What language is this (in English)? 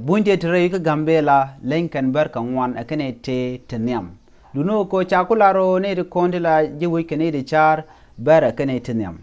Nuer